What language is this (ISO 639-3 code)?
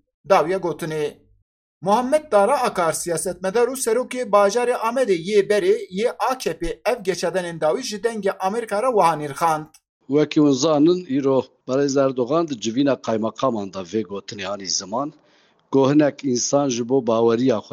kur